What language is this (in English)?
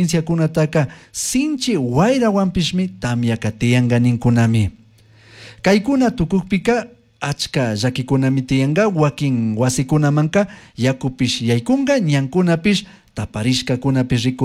Chimborazo Highland Quichua